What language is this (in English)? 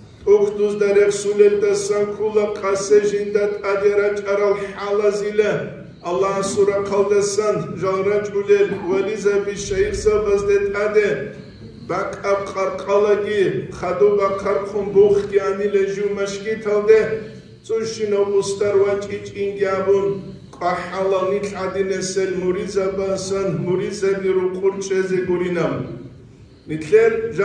Avaric